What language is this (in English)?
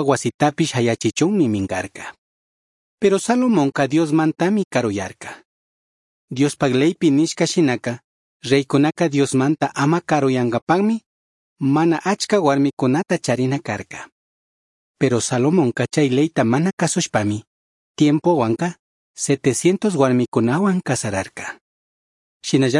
Chimborazo Highland Quichua